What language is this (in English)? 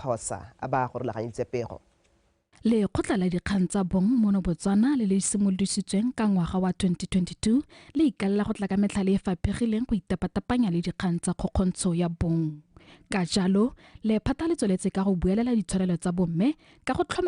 Tswana